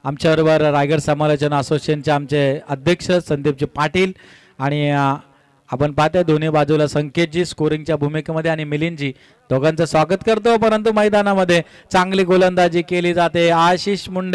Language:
Marathi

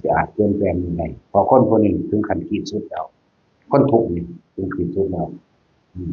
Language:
Northeastern Thai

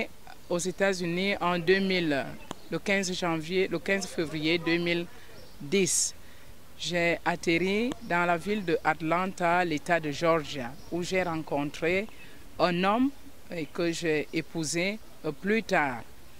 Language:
French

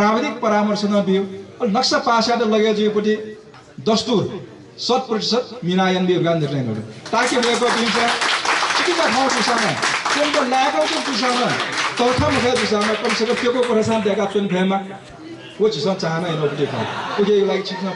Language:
Newari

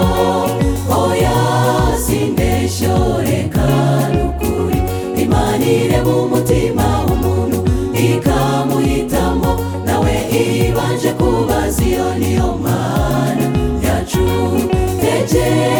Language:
Kinyarwanda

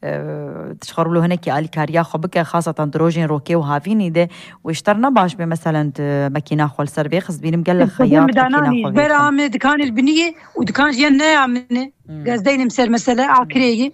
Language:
Kurdish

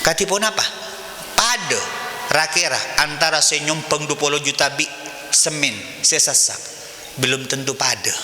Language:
Madurese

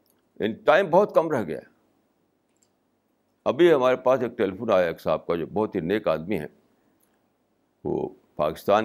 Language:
Urdu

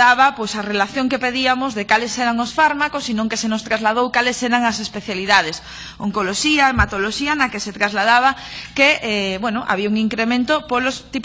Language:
Galician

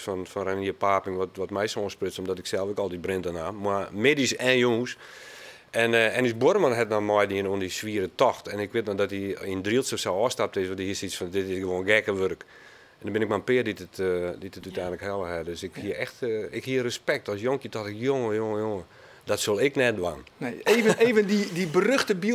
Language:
Western Frisian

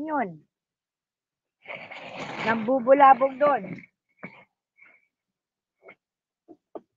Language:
Filipino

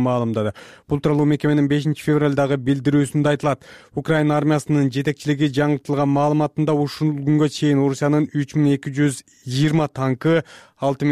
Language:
Kyrgyz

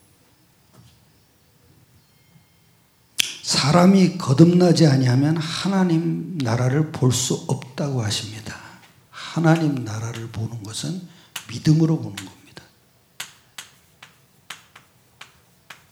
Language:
Korean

